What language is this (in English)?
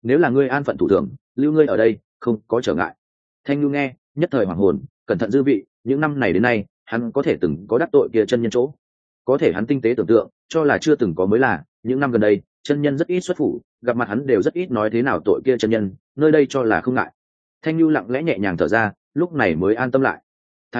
Vietnamese